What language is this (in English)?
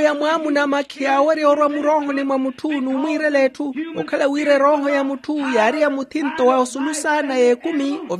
Makhuwa